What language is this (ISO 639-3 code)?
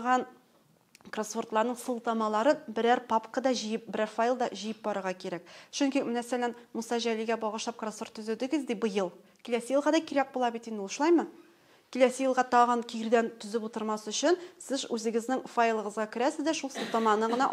tat